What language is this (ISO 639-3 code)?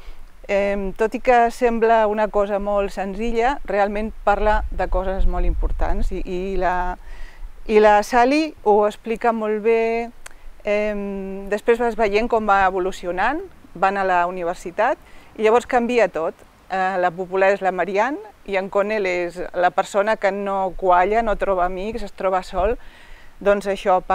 cat